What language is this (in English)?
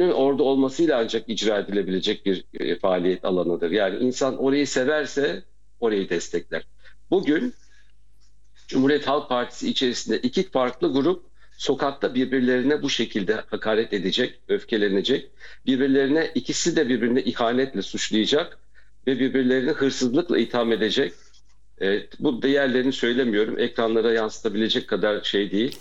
Turkish